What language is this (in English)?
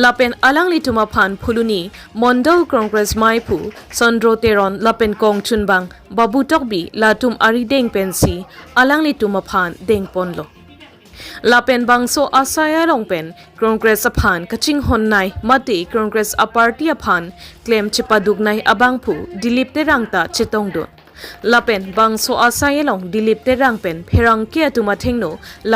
Karbi